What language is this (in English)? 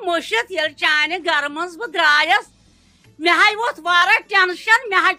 Kashmiri